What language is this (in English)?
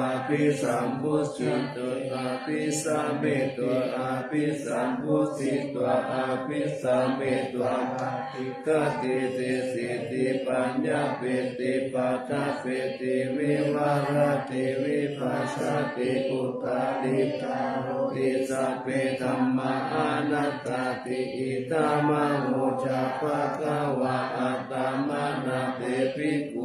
Pali